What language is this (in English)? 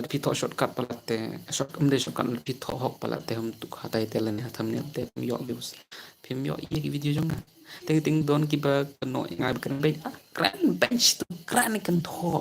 Khasi